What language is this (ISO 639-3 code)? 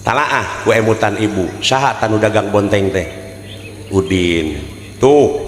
sun